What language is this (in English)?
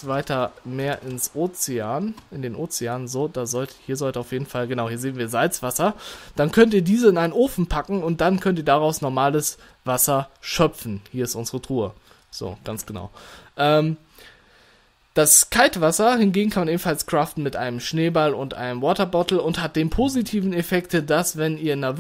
German